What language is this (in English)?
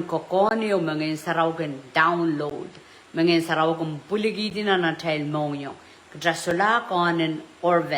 Pohnpeian